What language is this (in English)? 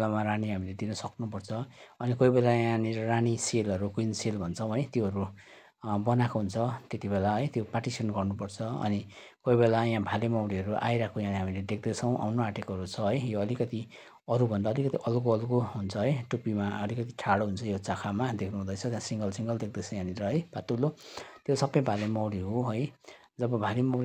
Nepali